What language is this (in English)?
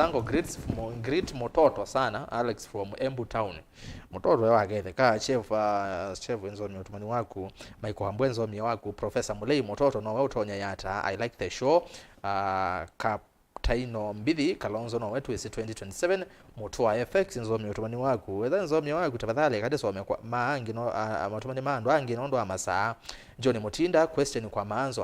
Kamba